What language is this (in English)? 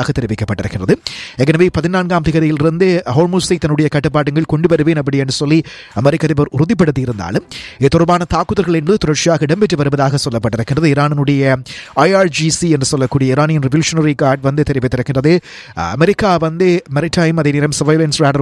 Tamil